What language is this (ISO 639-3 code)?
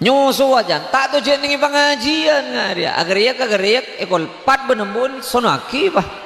mad